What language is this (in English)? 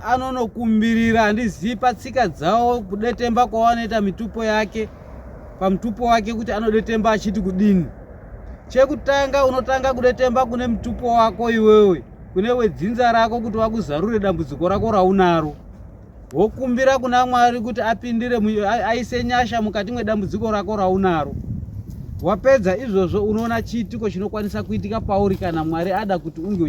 Shona